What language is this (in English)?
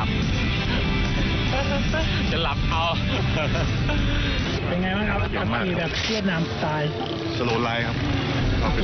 Thai